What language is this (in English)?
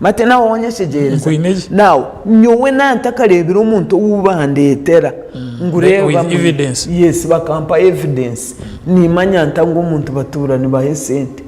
Nyankole